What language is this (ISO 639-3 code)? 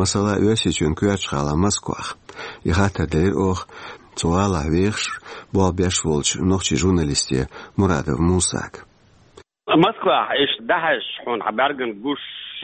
che